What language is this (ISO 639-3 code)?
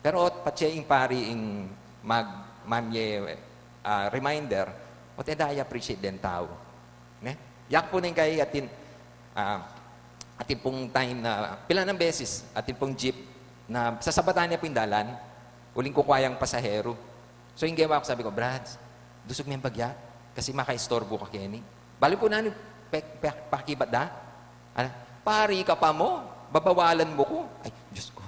pam